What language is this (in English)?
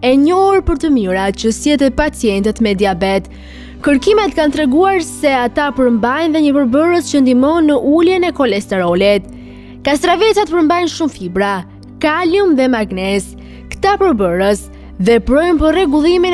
Albanian